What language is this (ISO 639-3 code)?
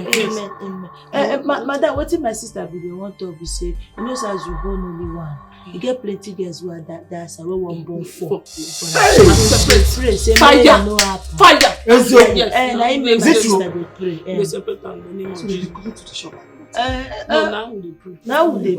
pcm